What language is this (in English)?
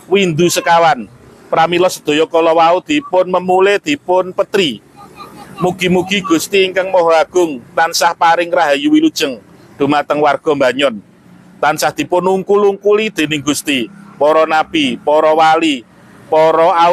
Javanese